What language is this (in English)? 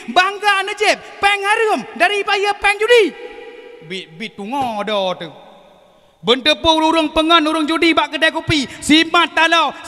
Achinese